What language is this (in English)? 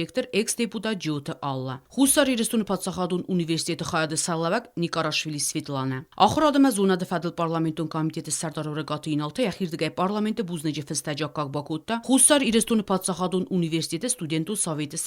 Ossetic